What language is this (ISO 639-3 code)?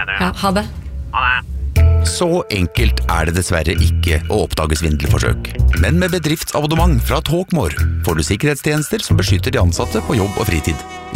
nor